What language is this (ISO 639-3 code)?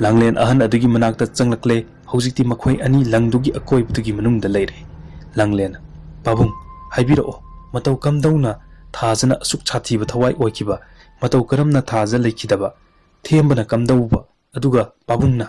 mni